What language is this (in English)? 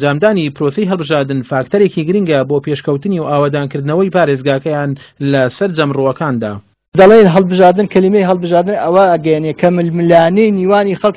Central Kurdish